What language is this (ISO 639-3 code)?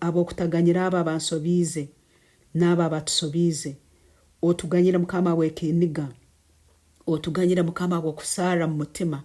nyn